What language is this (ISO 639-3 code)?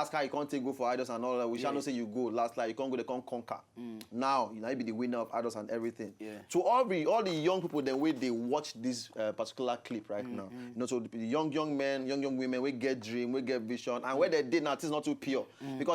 pcm